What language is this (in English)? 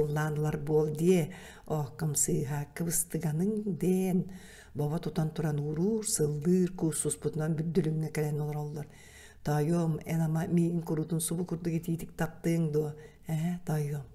Yakut